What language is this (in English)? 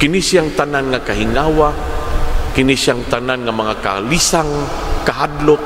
Cebuano